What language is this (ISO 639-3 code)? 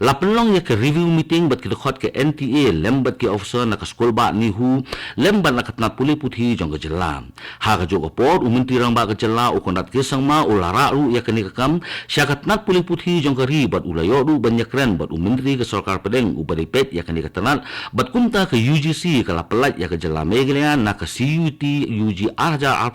kha